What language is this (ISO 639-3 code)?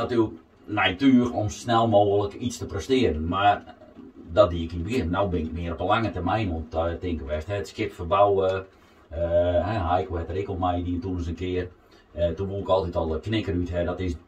fry